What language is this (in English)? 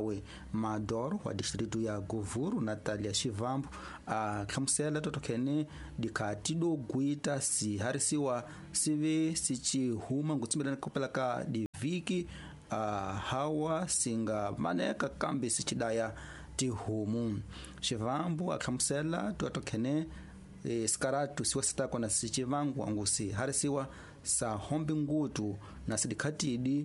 Tsonga